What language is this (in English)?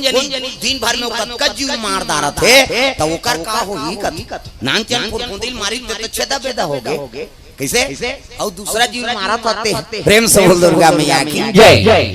Chhattisgarhi